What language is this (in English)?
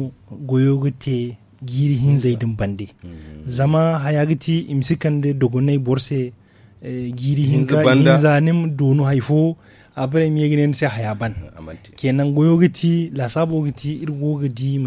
Zarma